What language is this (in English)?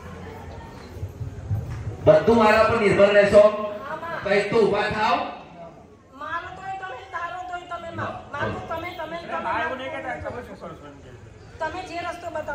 Gujarati